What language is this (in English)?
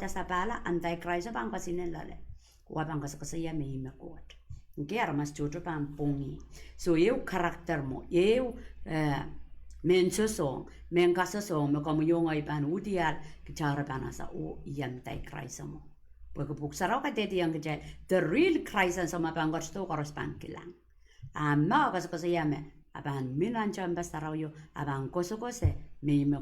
Pohnpeian